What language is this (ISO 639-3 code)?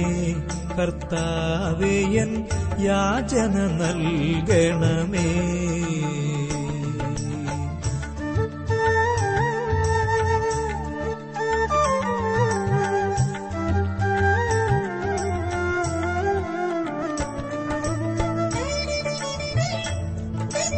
mal